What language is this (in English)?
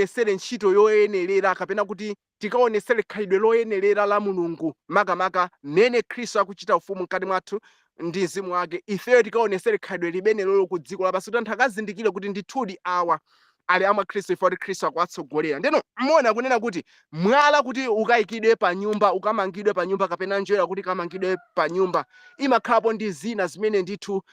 Nyanja